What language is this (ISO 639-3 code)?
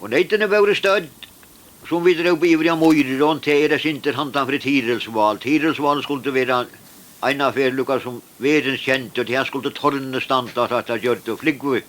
fao